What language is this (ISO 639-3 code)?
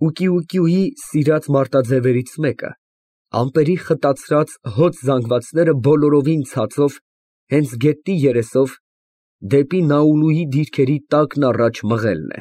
hye